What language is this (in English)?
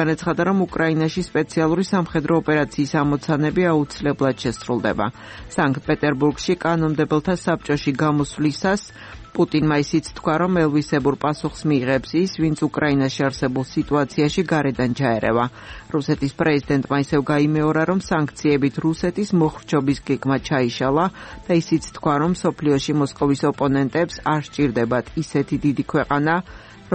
Georgian